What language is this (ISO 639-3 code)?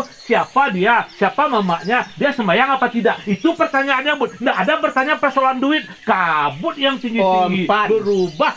min